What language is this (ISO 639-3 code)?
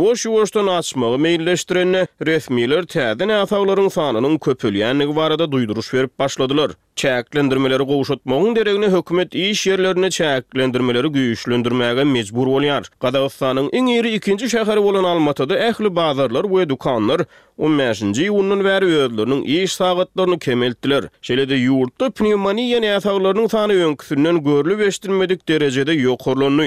tuk